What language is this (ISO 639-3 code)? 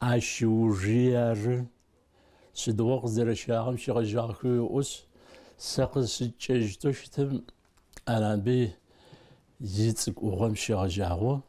ady